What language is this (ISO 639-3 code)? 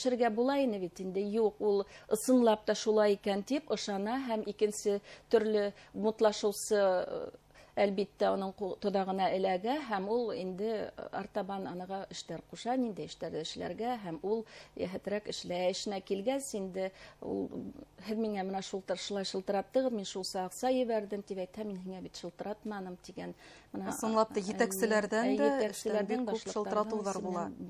bak